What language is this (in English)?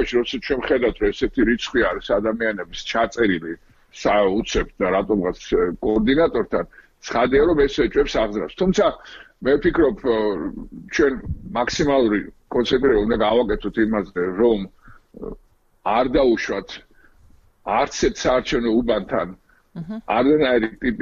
Georgian